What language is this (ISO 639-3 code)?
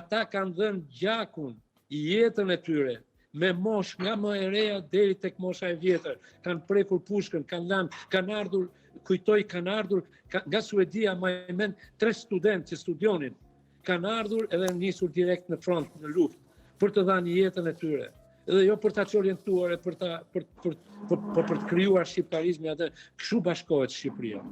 sqi